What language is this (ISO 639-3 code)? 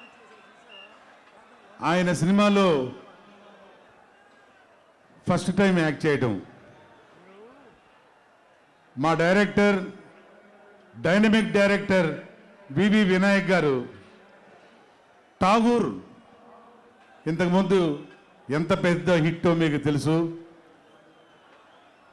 tel